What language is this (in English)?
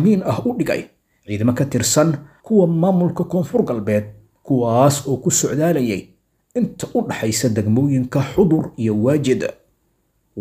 Somali